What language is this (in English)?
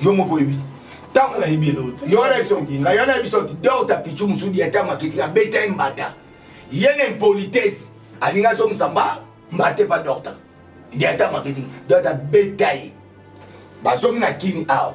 Lingala